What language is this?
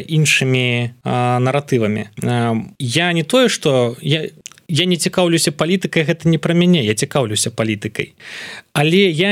Belarusian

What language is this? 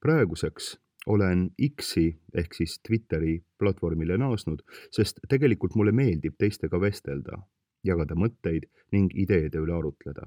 Estonian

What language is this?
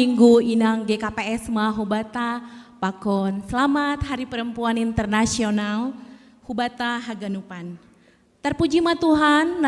Batak Simalungun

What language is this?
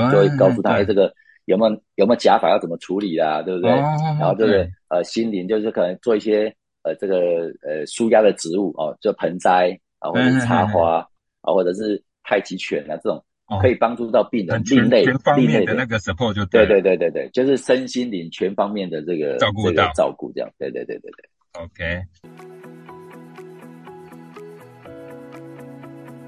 Chinese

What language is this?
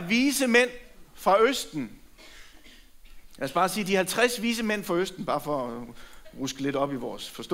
Danish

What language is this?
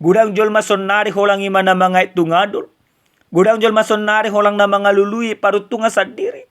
Batak Toba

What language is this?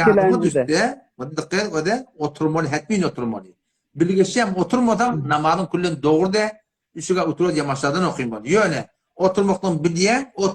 Turkmen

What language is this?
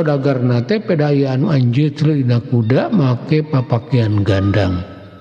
Sundanese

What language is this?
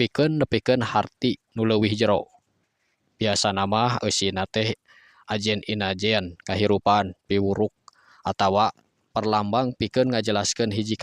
Sundanese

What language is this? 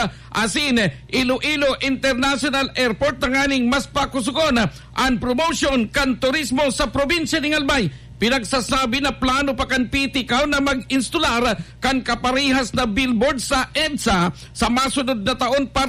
Bikol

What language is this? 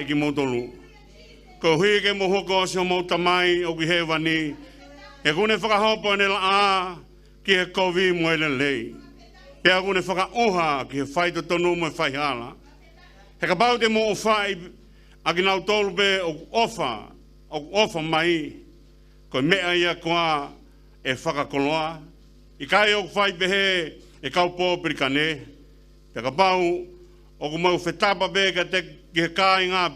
Tongan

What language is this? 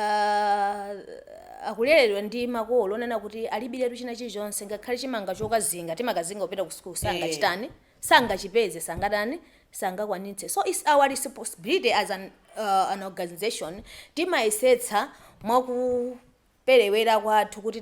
Nyanja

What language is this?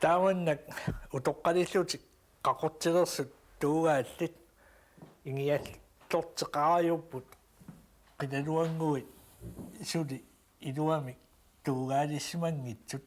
Kalaallisut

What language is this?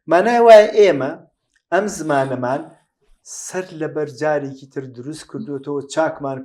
Central Kurdish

